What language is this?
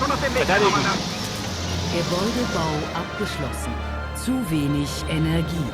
Bavarian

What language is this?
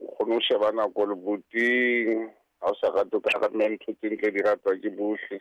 Southern Sotho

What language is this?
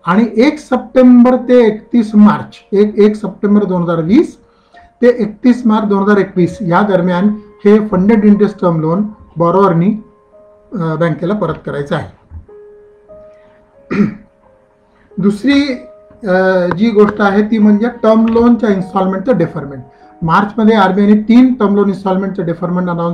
Marathi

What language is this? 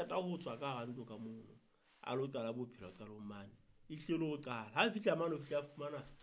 Southern Sotho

